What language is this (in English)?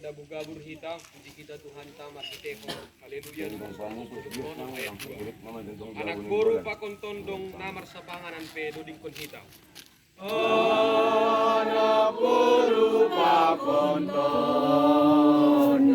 Batak Simalungun